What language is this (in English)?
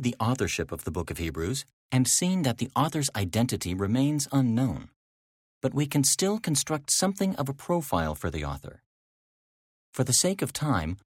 English